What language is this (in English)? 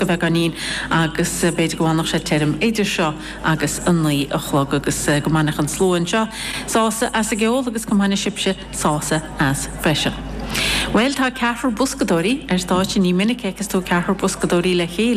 Irish